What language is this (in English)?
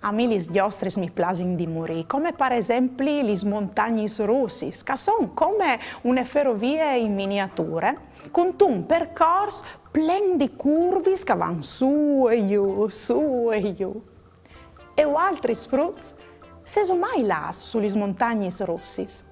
Friulian